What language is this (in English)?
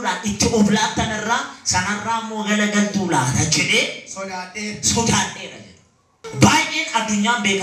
Oromo